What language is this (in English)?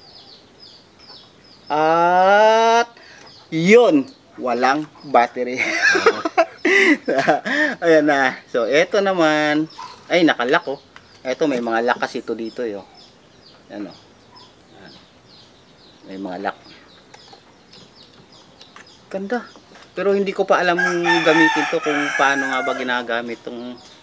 Filipino